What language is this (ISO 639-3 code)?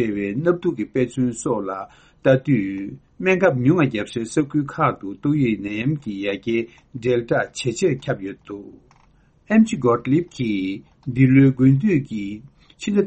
bod